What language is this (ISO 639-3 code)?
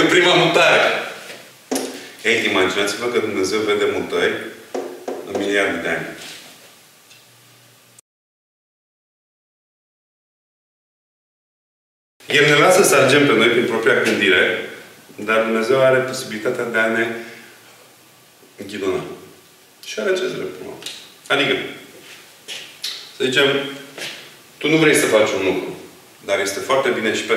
ron